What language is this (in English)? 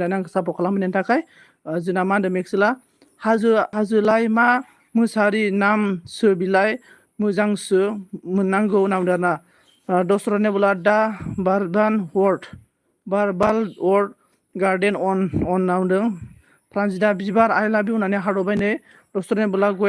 Bodo